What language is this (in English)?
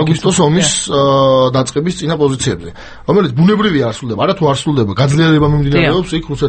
Georgian